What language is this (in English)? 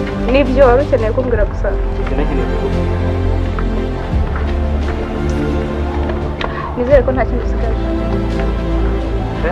Kinyarwanda